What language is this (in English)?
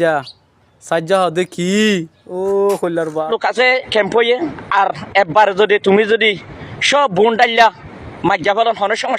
Rohingya